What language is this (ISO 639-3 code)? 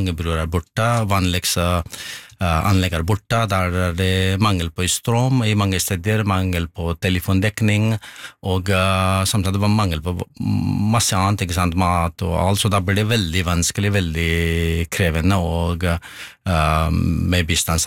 nor